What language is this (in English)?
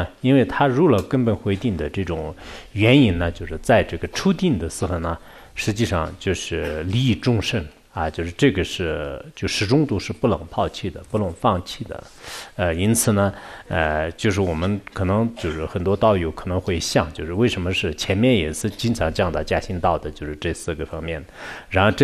Chinese